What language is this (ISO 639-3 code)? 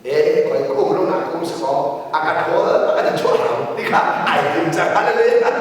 cnh